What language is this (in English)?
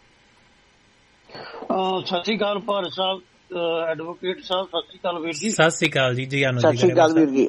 Punjabi